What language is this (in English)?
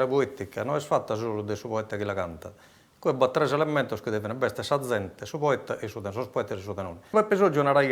Sardinian